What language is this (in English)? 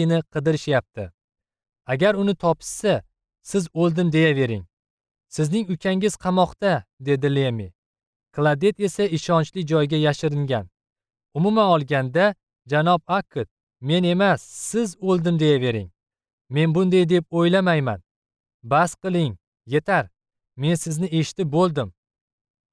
Uzbek